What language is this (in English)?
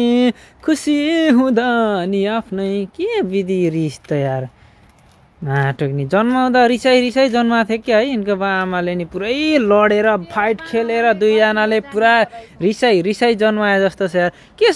Nepali